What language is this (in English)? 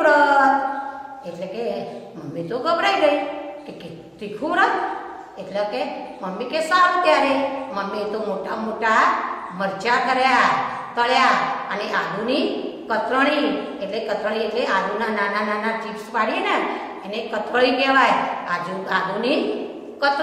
Gujarati